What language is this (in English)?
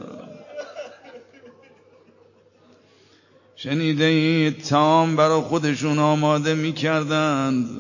Persian